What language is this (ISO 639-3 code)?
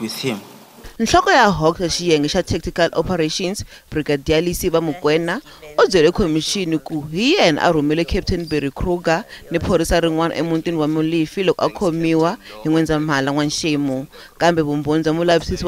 tso